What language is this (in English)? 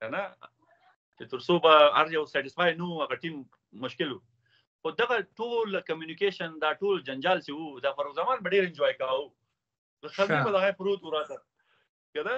Pashto